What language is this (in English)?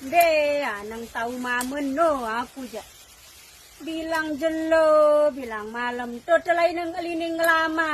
Sasak